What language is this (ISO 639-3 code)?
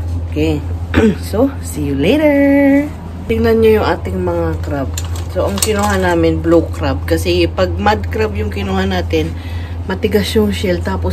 fil